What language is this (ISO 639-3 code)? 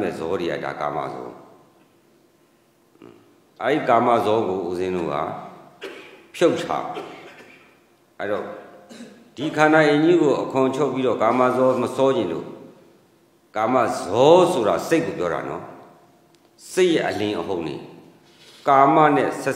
mya